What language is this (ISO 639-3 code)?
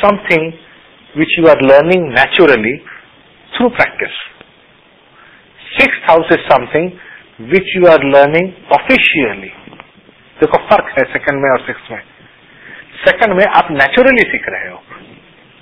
hin